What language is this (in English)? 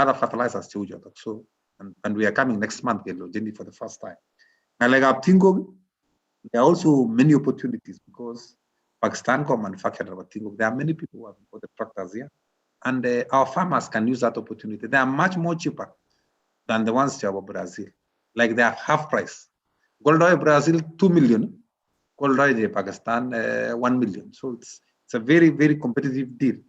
Kalenjin